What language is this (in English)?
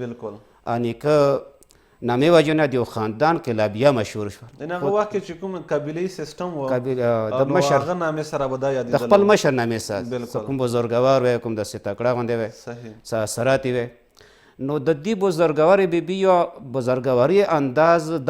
Pashto